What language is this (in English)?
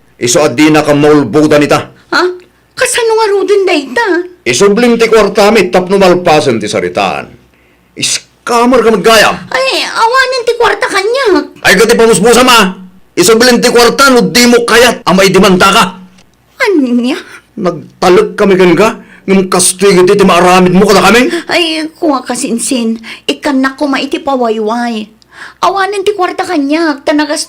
Iloko